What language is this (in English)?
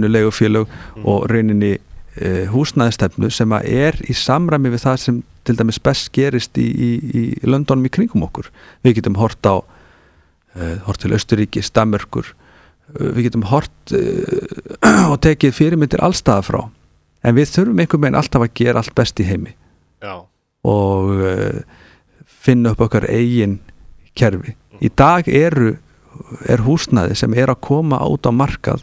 Icelandic